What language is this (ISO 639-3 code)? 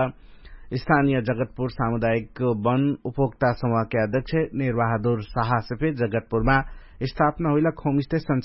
thl